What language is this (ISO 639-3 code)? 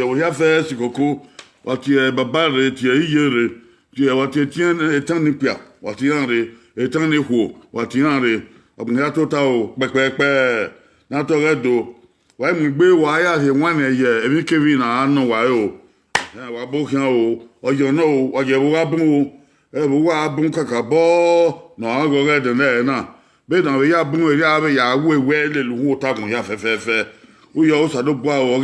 bin